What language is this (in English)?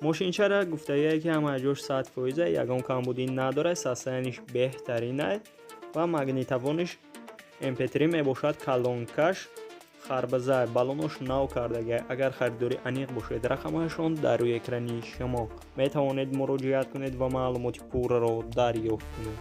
Tajik